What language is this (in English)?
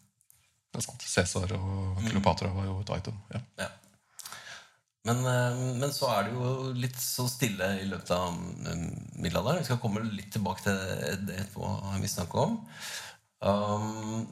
Norwegian